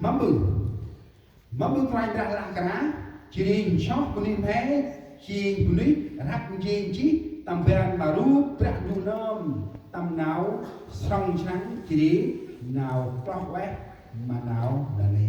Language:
Central Mnong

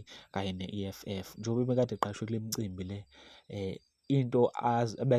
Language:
Zulu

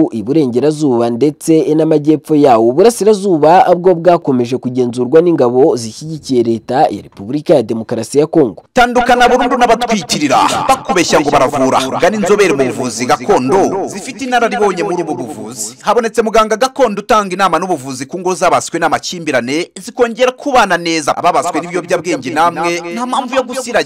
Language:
Kinyarwanda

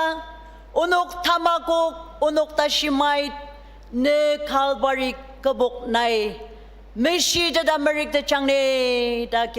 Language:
Ao Naga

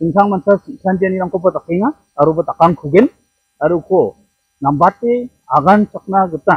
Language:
Garo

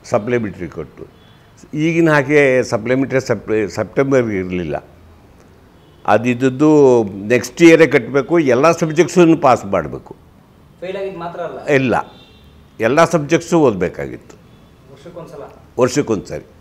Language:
Kannada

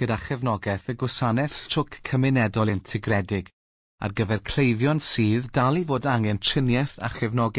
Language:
Welsh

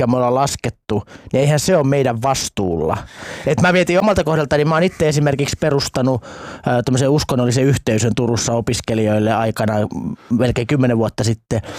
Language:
Finnish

